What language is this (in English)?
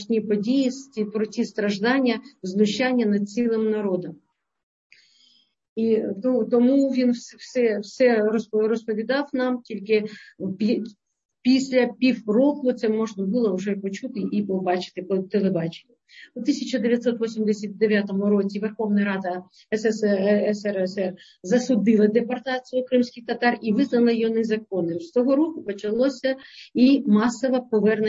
Ukrainian